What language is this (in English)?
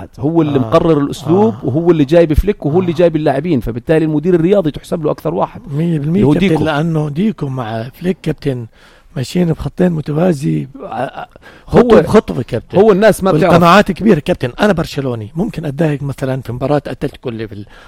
North Levantine Arabic